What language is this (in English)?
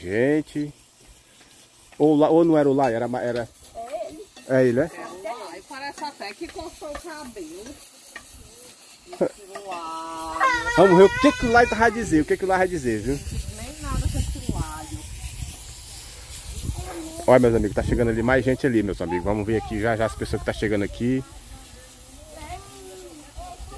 Portuguese